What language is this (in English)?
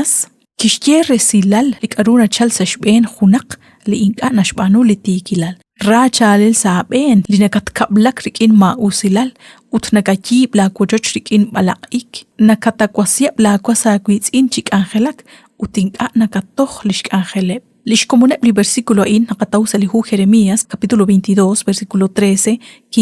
Kekchí